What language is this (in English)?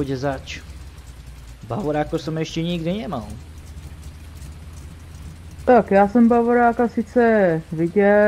Slovak